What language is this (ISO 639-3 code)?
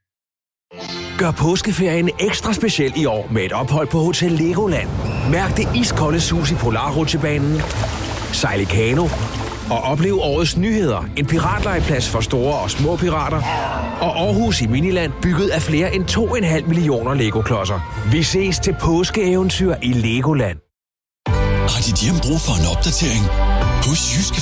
dan